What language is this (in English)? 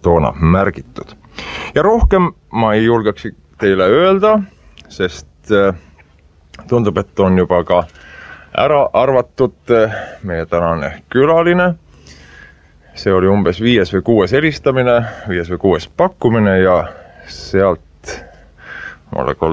Estonian